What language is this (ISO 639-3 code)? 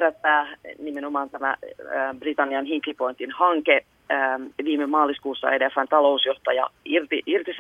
fin